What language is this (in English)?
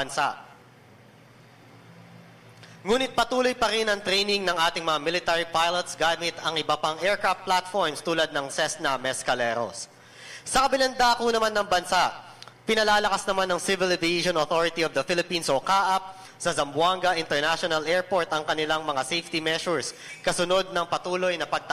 Filipino